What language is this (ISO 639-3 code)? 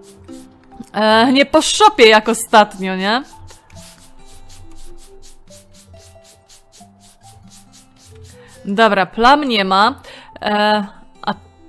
pol